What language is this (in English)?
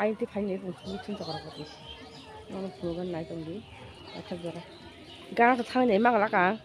Kok Borok